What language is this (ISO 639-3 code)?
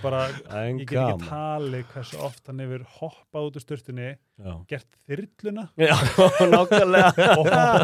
isl